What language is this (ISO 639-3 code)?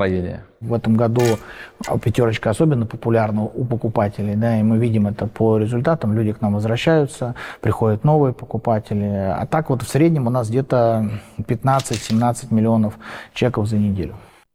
rus